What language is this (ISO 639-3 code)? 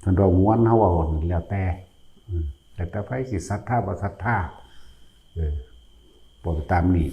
tts